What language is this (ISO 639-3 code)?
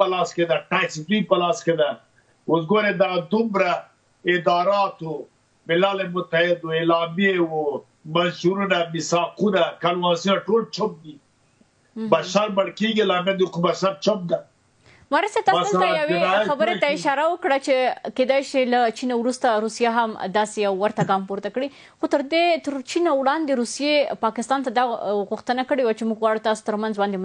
pus